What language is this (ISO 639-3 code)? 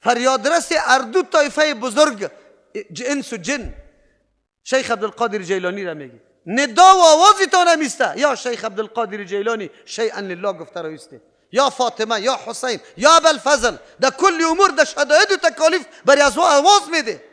fas